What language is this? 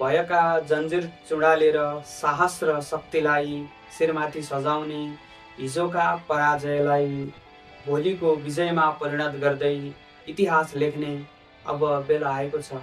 Nepali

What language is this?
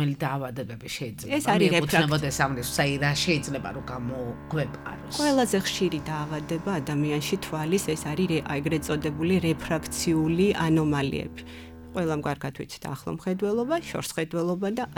Georgian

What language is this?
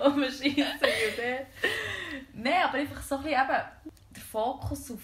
Swiss German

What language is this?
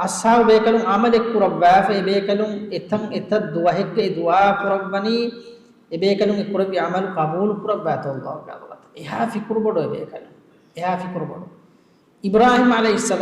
Divehi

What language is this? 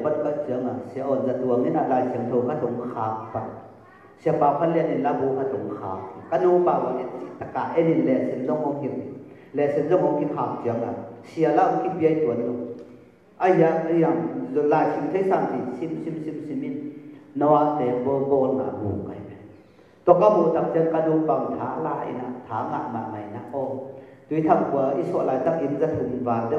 Tedim Chin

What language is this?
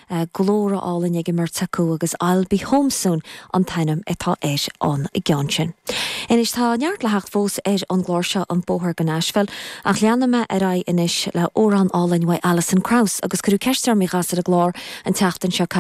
Irish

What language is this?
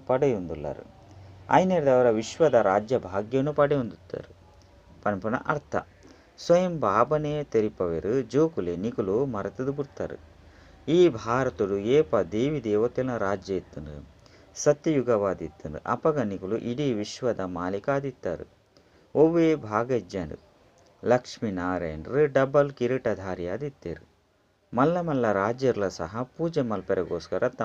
Tulu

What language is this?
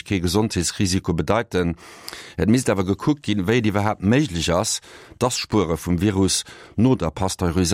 Luxembourgish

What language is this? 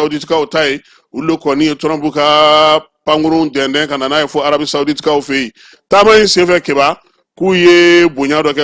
Bambara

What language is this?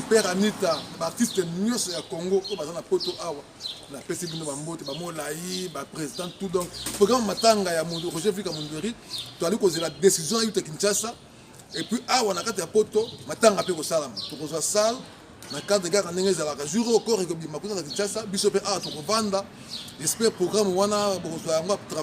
Lingala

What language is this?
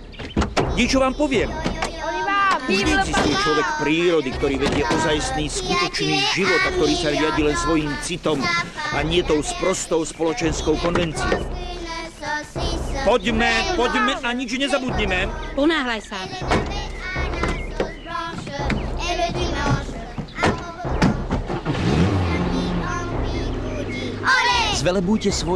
Slovak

